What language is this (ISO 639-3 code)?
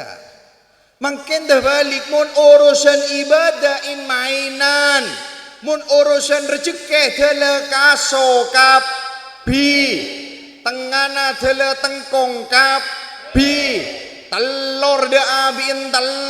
mad